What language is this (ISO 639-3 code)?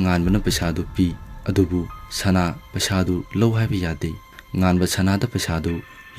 mni